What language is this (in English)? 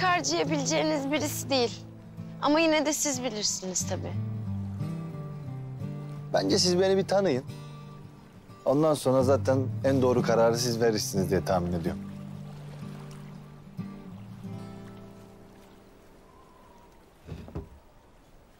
Turkish